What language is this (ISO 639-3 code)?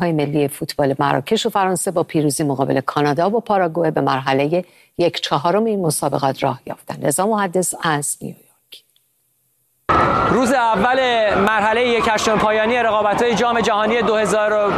fas